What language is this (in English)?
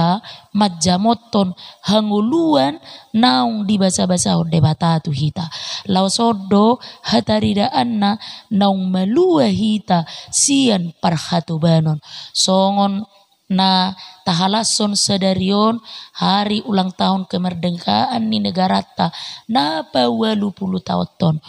Batak Toba